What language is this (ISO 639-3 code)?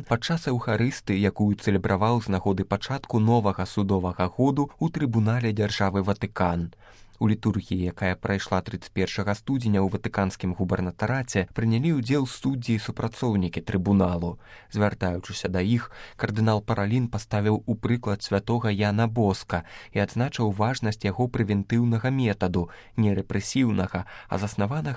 bel